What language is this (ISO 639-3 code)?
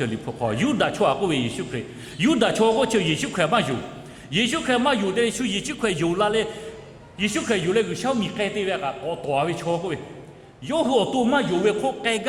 lhu